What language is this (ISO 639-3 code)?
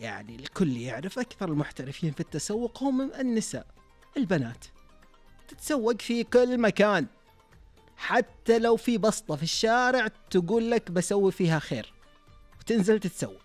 ars